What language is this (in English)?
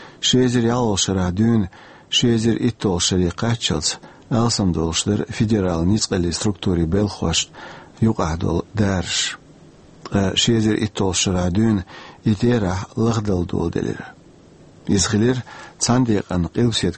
Chechen